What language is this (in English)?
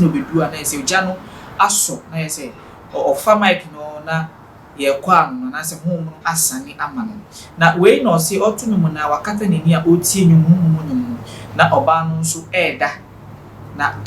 Akan